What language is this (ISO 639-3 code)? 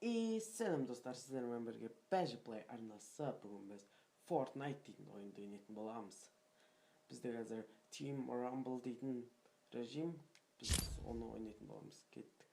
kaz